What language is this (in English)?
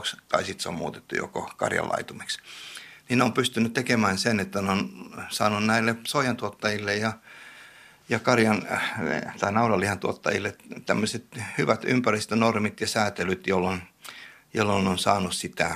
Finnish